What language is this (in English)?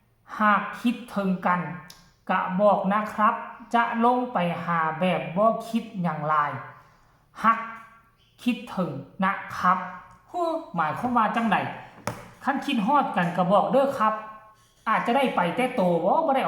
Northeastern Thai